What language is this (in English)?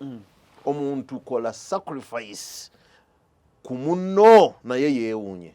Ganda